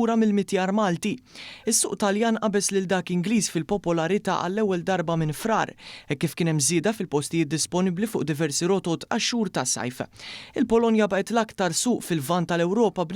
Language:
Maltese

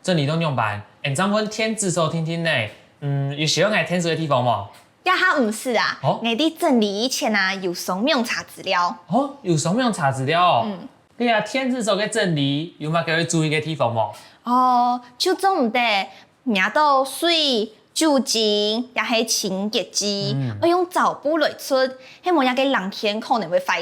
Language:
Hakka Chinese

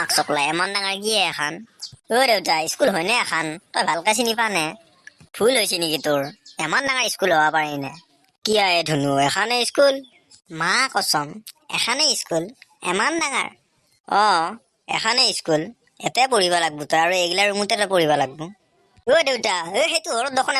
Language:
Assamese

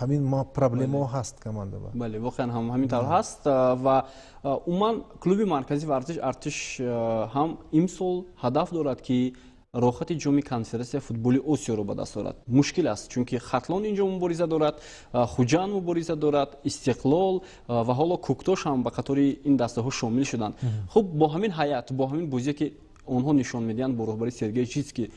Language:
Tajik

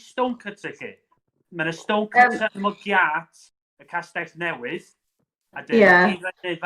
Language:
Welsh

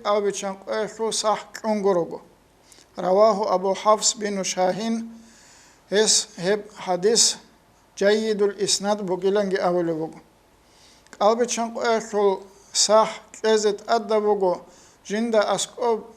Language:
Avaric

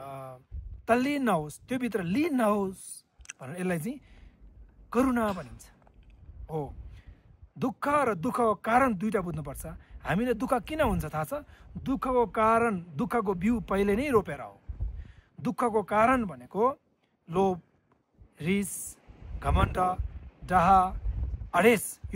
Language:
Nepali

